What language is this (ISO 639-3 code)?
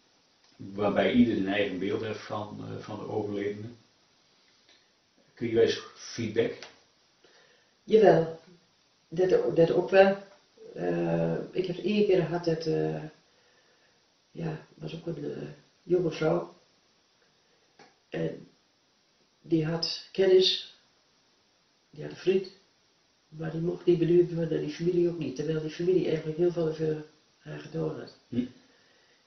nld